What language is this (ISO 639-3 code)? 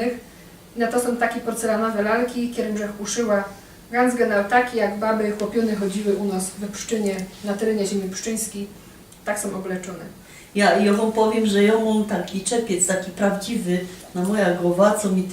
szl